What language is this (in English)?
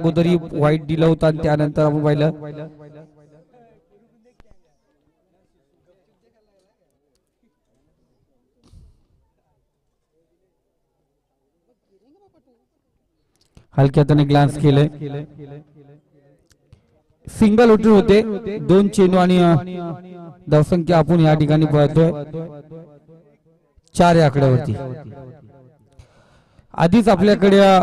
Marathi